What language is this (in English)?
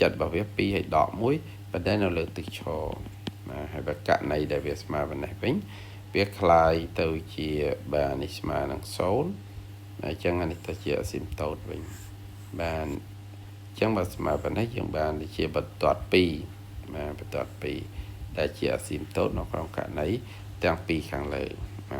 Khmer